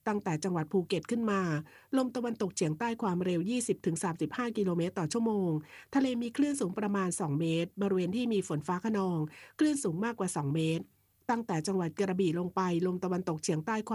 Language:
Thai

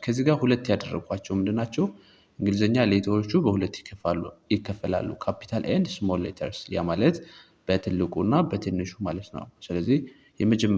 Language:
Amharic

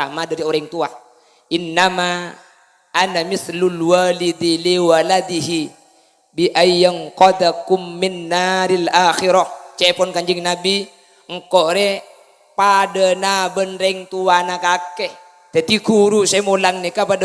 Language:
Madurese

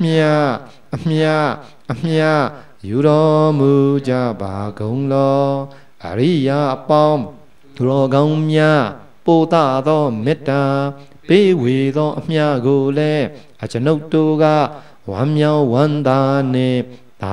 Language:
Burmese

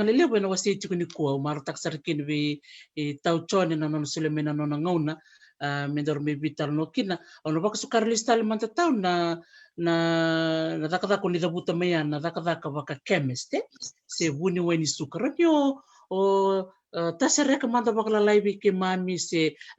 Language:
Fijian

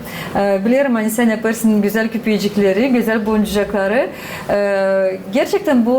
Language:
Gagauz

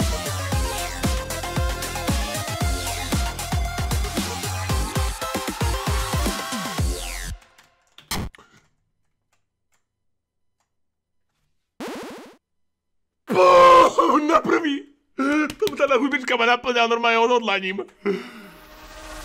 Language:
Slovak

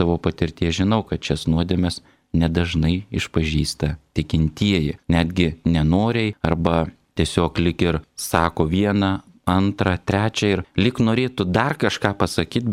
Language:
Lithuanian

